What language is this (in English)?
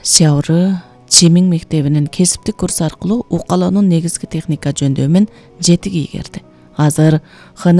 Kyrgyz